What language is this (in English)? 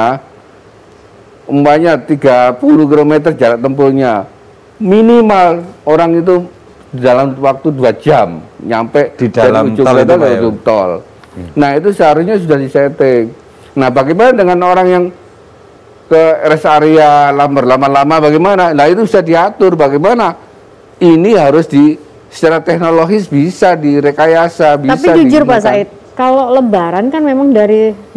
Indonesian